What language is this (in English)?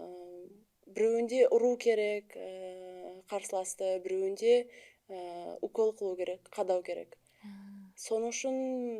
Kara-Kalpak